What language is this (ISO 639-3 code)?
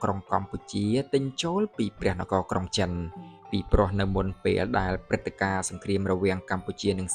khm